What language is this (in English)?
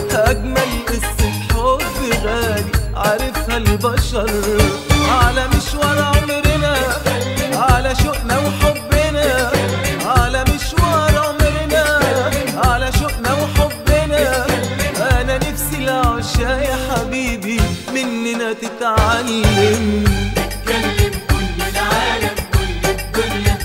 Egyptian Arabic